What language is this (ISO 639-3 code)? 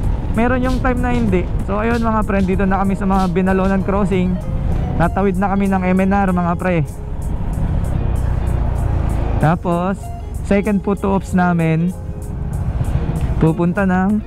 fil